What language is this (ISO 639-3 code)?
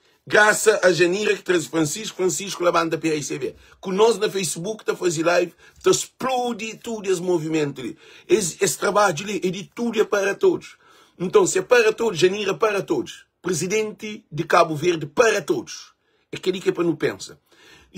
kea